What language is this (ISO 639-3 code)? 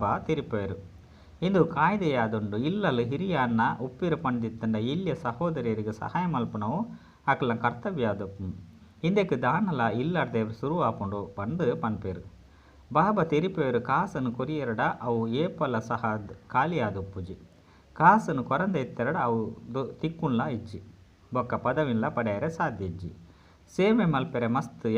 tcy